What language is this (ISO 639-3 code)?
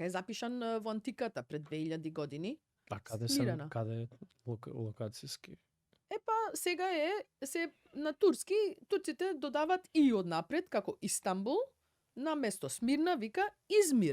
mkd